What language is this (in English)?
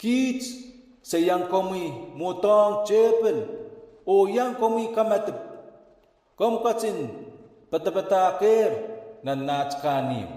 Pohnpeian